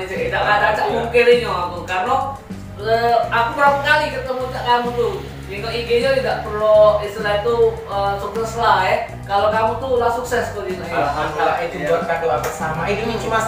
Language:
Musi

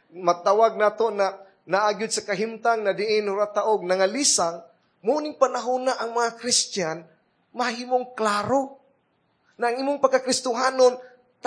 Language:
Cebuano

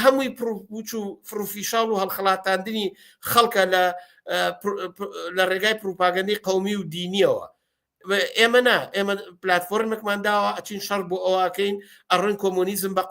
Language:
Central Kurdish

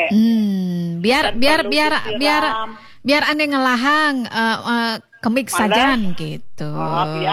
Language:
Balinese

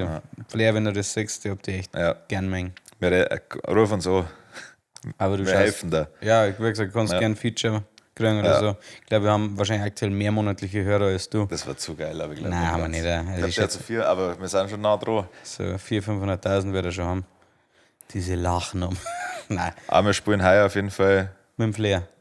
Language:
Bavarian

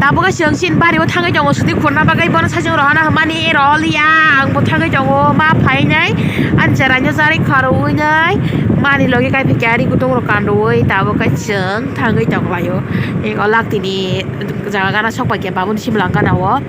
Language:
Kok Borok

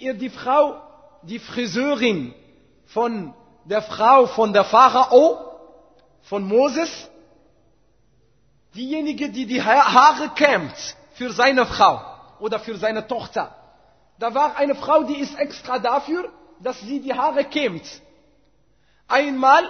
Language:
German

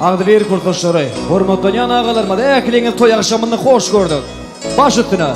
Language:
Turkmen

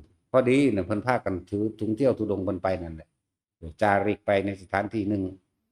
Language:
Northeastern Thai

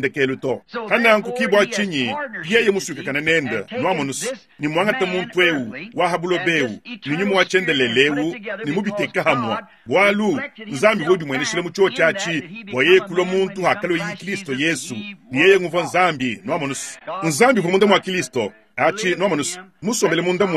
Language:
Luba-Lulua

